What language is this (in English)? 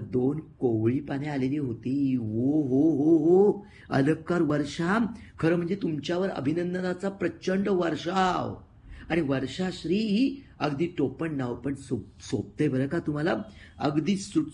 Marathi